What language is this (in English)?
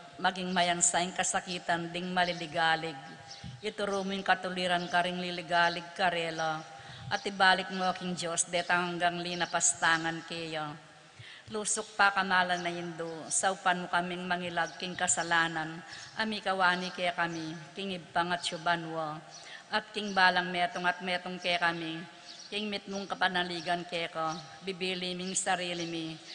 Pampanga